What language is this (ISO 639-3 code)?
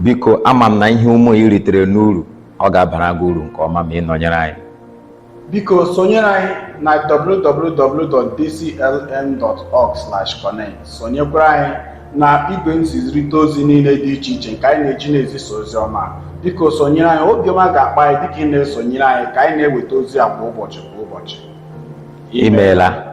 ibo